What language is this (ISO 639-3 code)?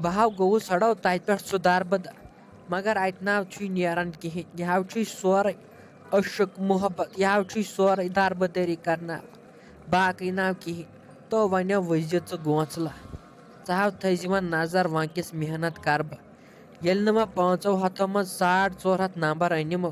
kas